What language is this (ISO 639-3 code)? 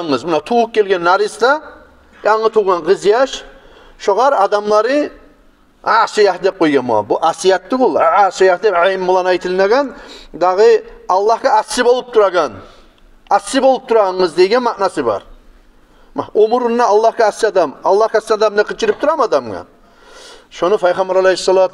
kum